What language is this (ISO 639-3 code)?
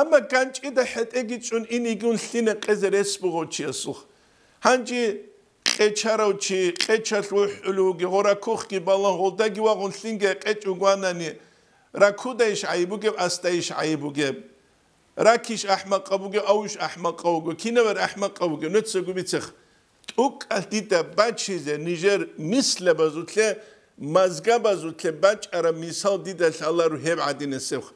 ava